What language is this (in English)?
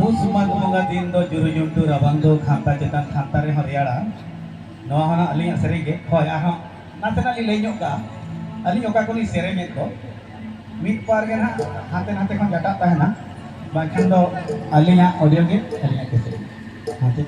Santali